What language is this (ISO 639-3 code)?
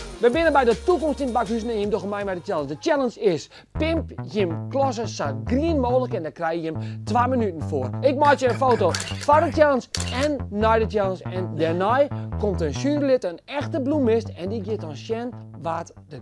fry